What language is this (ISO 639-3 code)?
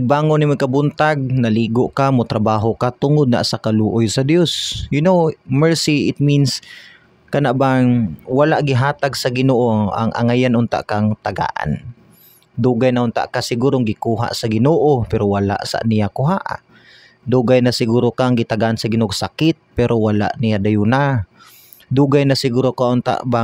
ceb